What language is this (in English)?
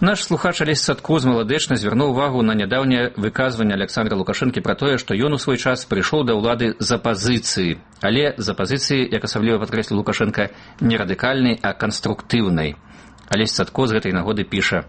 Belarusian